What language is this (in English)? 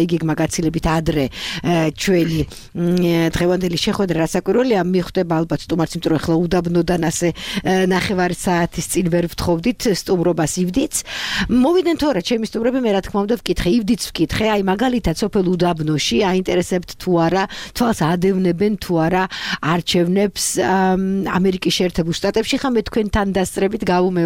Georgian